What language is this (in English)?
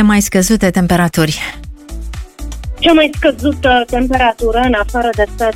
Romanian